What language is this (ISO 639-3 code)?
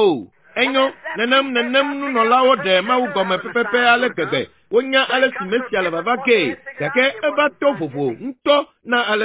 ewe